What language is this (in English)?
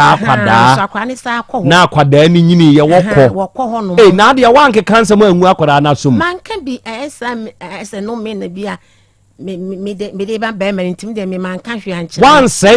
Akan